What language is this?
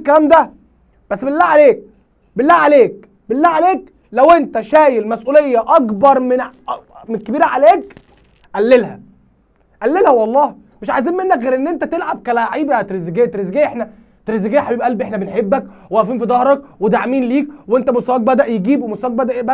Egyptian Arabic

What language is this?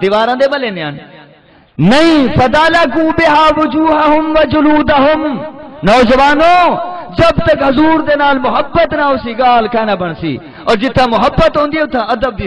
Saraiki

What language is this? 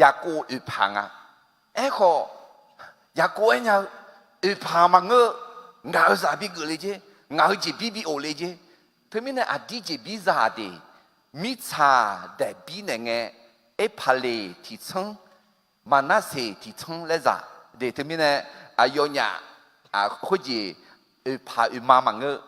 Akha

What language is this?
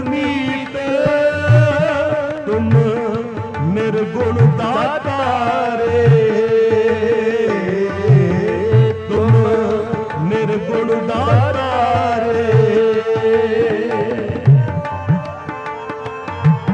Punjabi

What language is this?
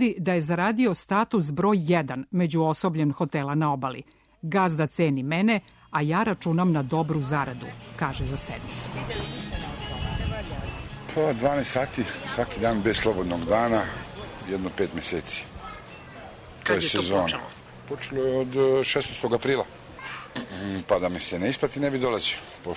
Serbian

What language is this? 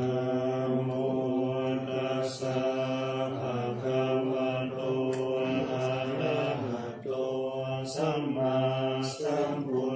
Pali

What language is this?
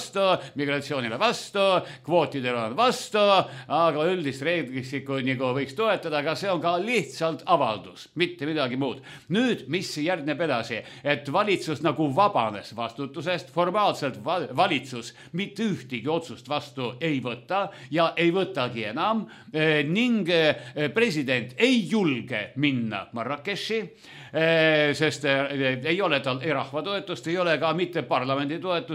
Estonian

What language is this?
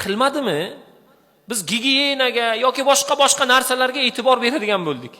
Uzbek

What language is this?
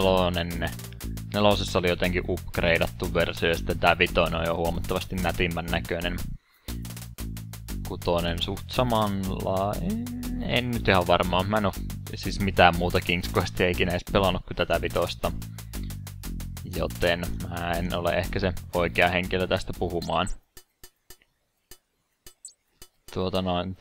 Finnish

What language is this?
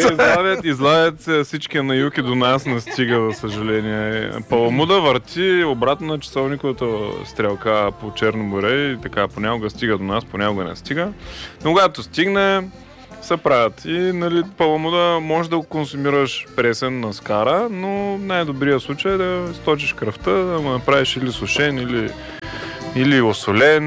Bulgarian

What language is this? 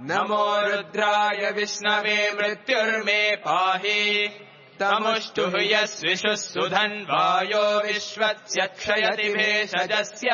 Sanskrit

